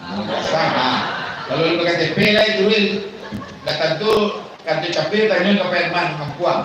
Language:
Minangkabau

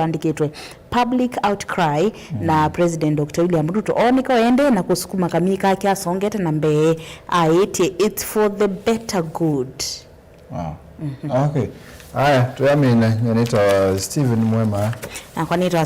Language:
Kamba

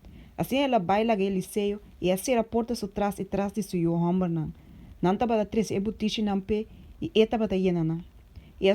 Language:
Papiamento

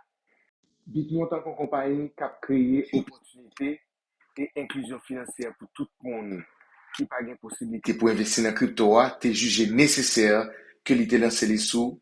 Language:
Haitian Creole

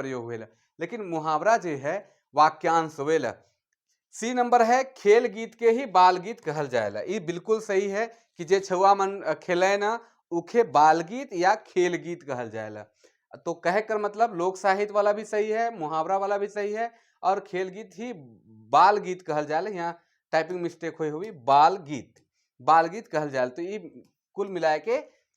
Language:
Sadri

